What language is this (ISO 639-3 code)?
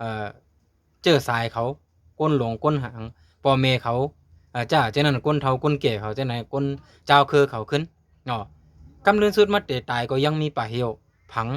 shn